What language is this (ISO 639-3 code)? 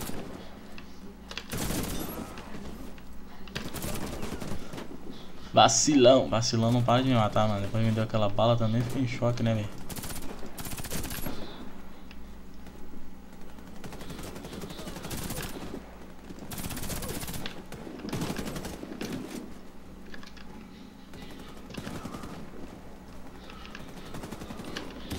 por